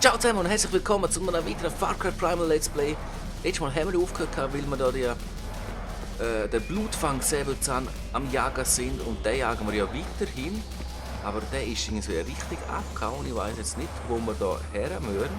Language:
Swiss German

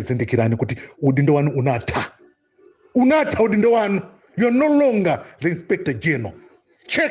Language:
Nyanja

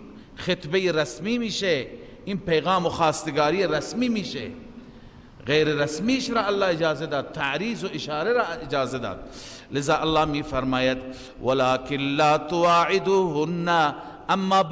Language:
Persian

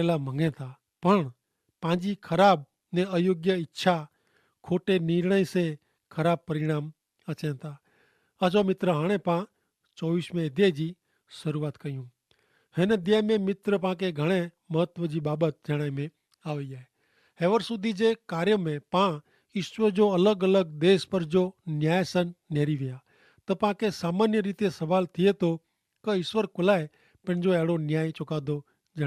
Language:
Kachhi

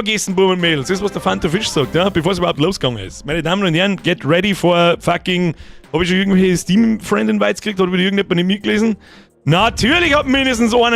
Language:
Bavarian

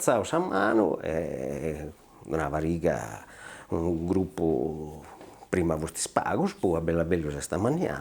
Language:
Sardinian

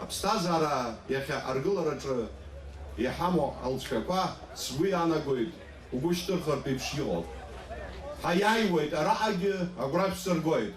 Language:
Abkhazian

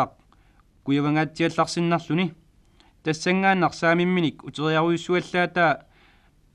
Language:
Kalaallisut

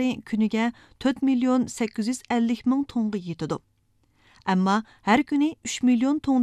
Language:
Uyghur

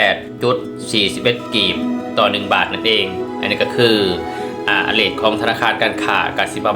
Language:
Lao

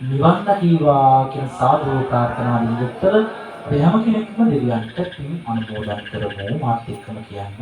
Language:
Sinhala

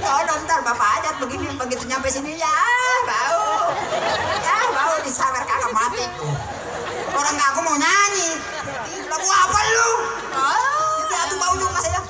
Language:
Betawi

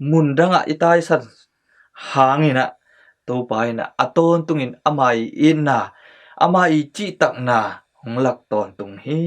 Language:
Tedim Chin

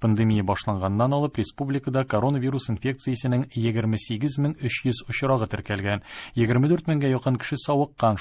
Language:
Tatar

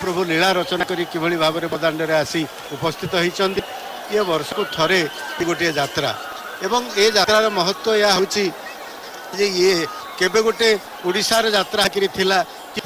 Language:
Odia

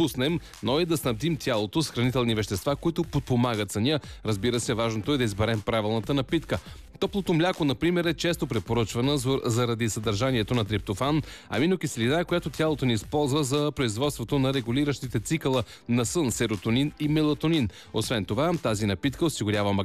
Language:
Bulgarian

